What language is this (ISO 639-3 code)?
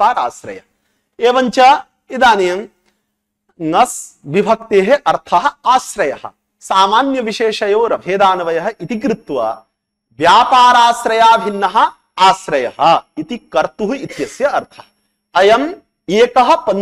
san